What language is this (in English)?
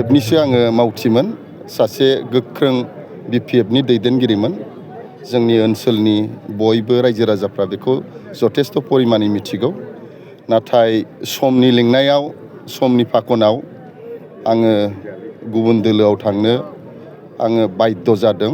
Bodo